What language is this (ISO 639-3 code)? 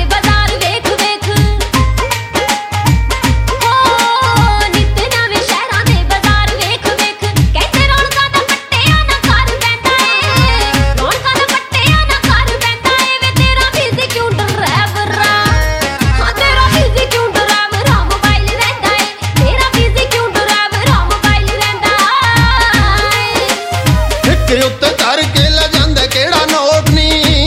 pan